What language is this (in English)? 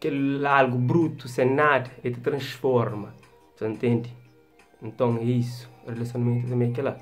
Kabuverdianu